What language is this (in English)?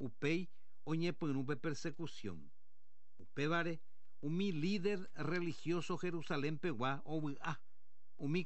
Guarani